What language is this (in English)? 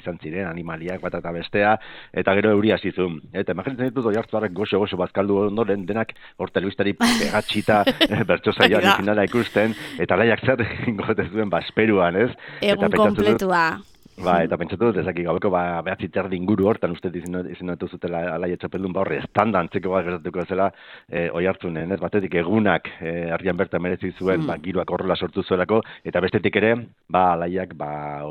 Basque